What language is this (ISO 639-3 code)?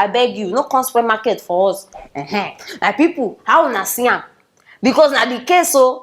pcm